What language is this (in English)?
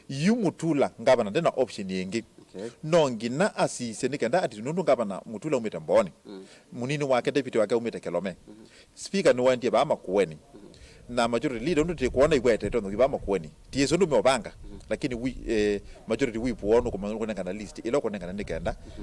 Kamba